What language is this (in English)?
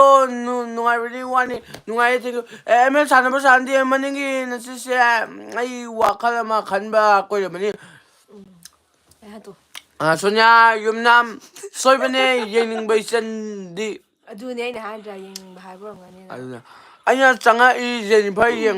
Manipuri